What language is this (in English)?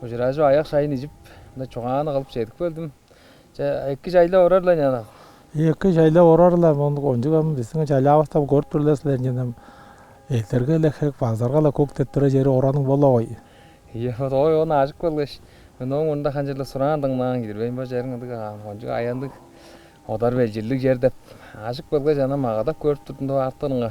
Tuvinian